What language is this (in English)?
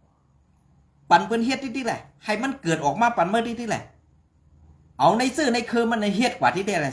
Shan